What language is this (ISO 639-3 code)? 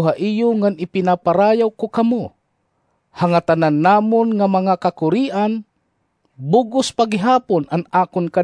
war